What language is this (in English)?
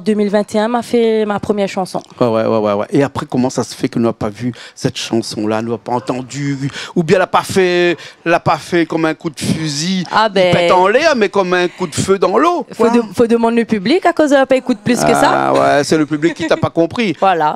Réunion Creole French